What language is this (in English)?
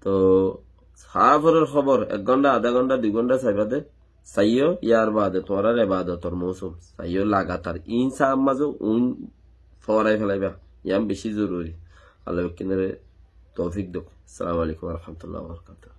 Rohingya